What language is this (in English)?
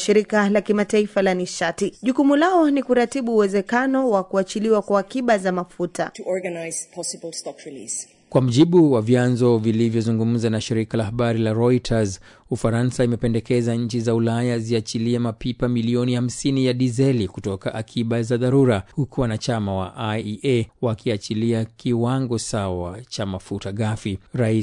Swahili